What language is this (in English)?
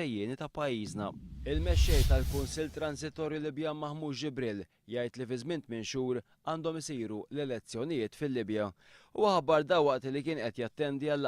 Maltese